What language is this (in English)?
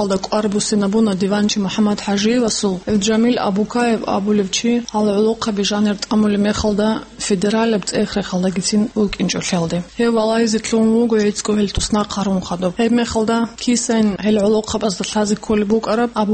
Avaric